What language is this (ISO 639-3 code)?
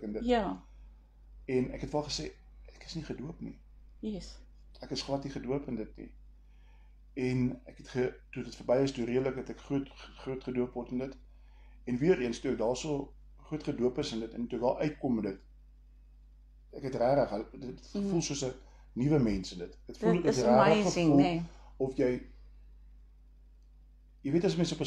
afr